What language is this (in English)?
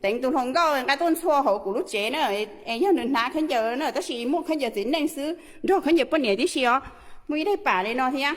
Hmong